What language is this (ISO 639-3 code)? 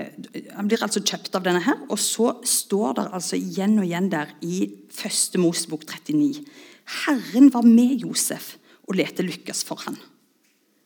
nor